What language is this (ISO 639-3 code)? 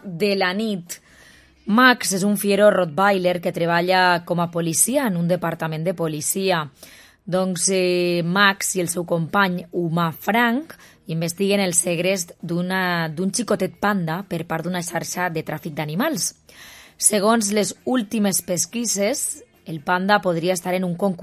cat